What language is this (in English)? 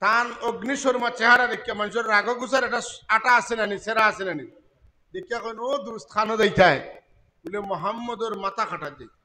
Sylheti